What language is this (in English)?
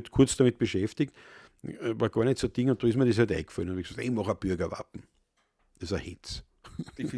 Bavarian